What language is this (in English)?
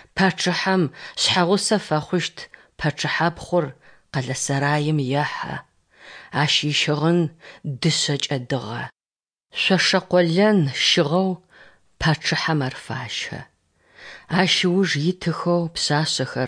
Kabardian